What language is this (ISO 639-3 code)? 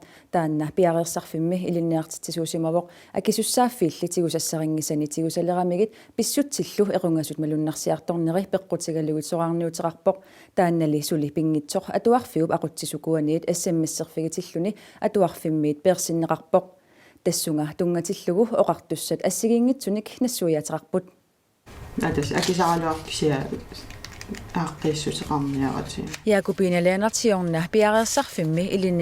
kal